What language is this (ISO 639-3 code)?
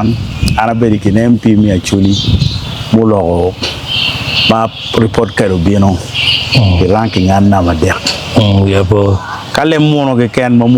ach